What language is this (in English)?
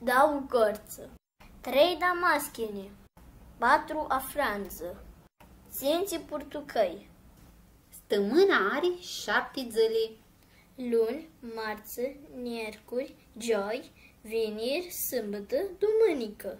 Aromanian